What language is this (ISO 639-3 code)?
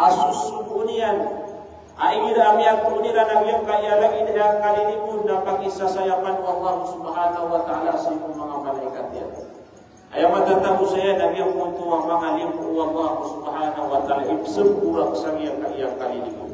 mrw